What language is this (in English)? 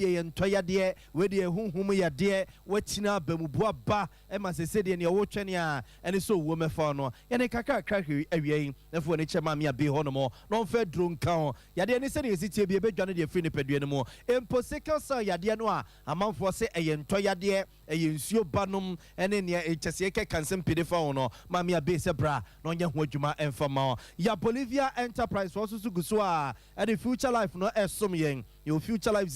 Akan